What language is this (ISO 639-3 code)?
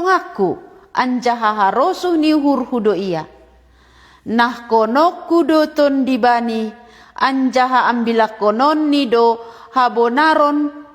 bts